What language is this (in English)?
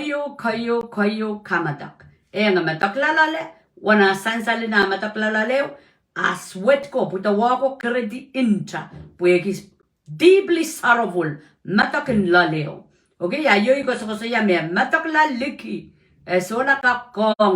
Pohnpeian